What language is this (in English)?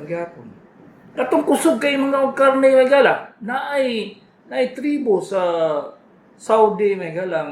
Cebuano